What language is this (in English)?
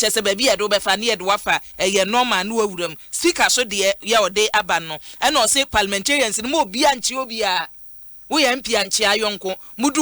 Akan